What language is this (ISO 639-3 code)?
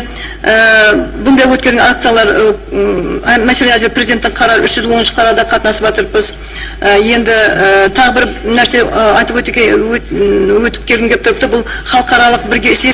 kaa